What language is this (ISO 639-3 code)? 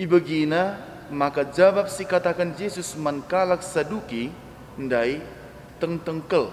btx